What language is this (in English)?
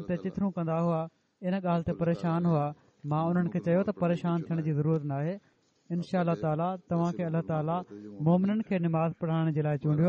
Sindhi